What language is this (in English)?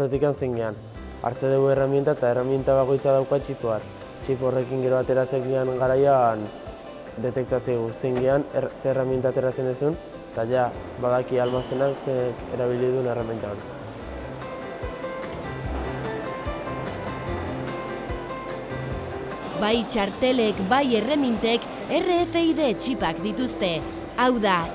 Basque